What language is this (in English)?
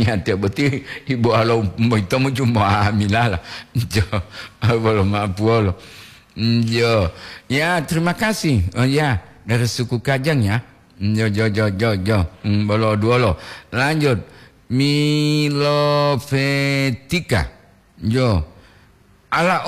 Gorontalo